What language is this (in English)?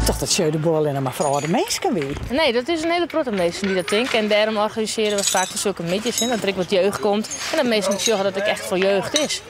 Western Frisian